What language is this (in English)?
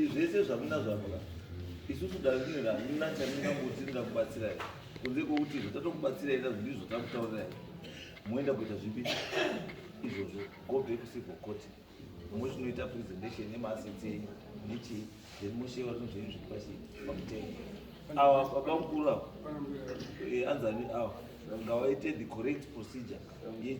Shona